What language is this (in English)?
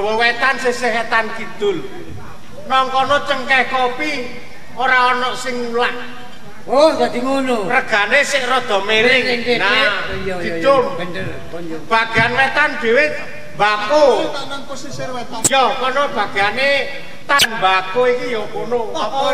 Javanese